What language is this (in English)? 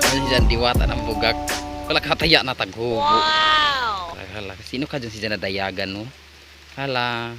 Cebuano